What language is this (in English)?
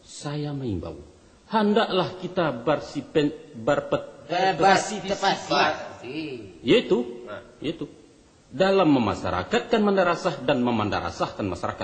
Minangkabau